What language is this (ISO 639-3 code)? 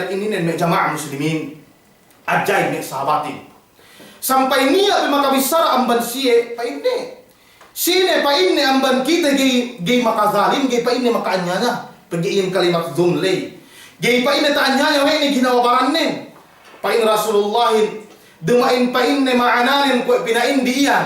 yka